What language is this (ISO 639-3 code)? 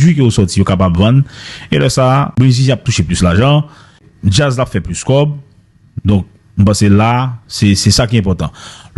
hat